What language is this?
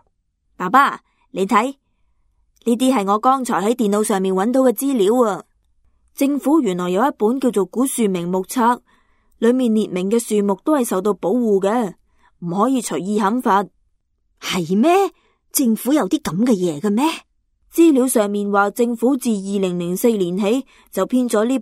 Cantonese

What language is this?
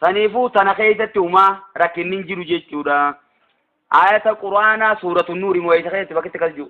Oromo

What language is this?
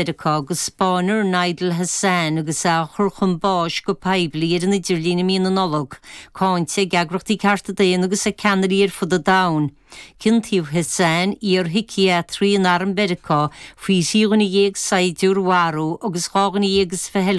Irish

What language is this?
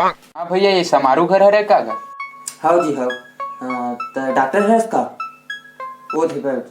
Chhattisgarhi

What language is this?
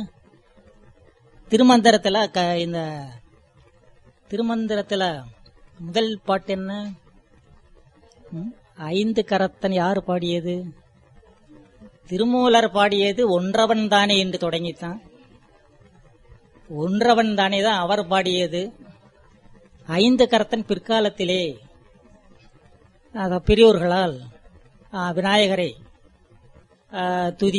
Tamil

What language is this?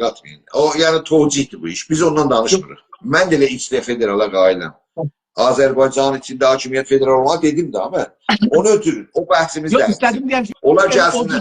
South Azerbaijani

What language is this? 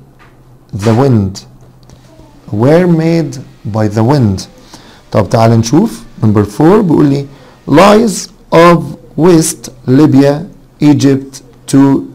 Egyptian Arabic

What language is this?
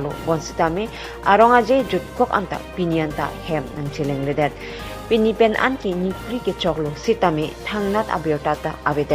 Karbi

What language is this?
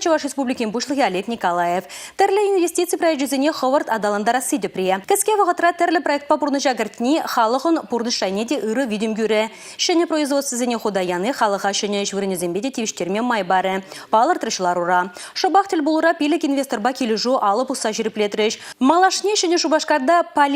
Chuvash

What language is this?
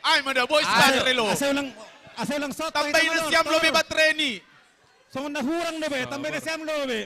Batak Simalungun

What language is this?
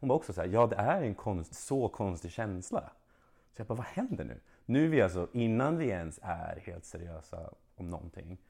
Swedish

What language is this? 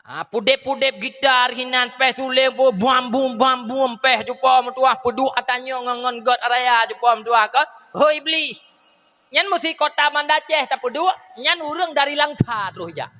Achinese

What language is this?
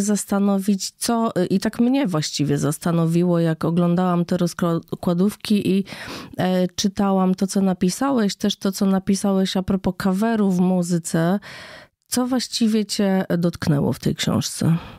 Polish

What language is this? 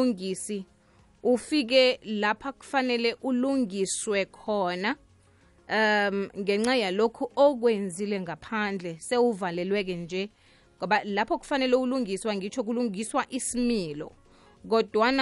South Ndebele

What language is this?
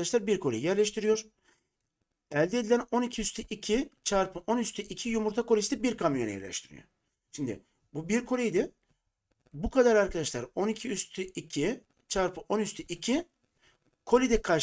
Turkish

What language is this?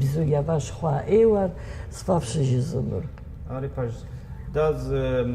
Kabardian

